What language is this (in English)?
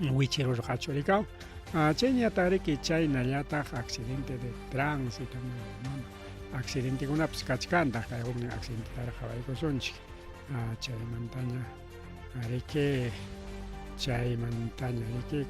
Ayacucho Quechua